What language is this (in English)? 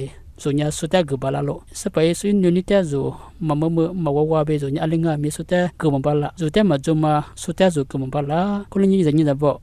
Lisu